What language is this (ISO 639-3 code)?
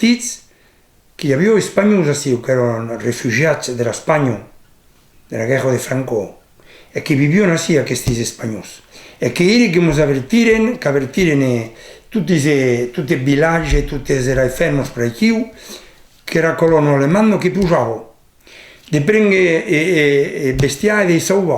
oci